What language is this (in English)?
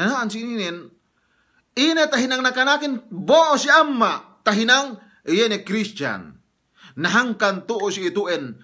Yakan